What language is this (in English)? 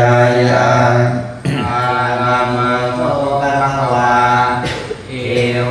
Pali